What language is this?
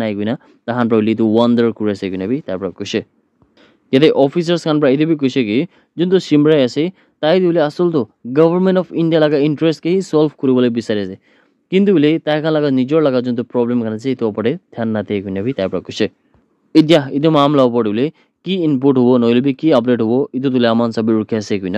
Naga Pidgin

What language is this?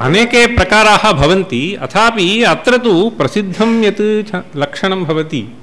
Sanskrit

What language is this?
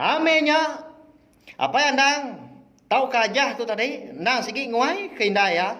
Iban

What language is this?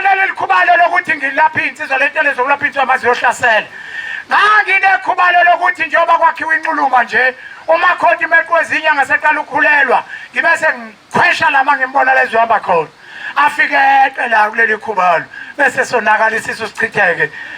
Zulu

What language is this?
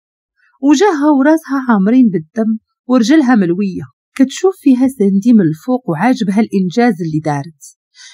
Moroccan Arabic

